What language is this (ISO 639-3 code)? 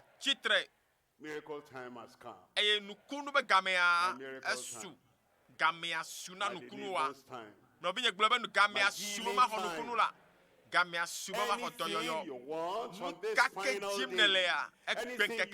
ewe